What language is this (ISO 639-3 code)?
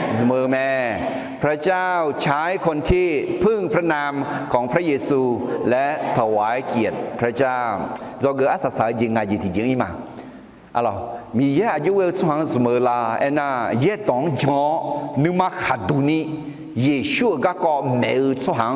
ahk